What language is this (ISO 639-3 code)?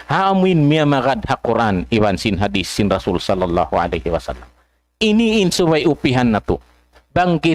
tsg